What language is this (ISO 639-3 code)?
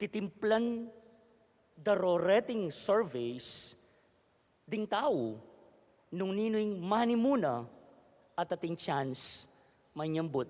pam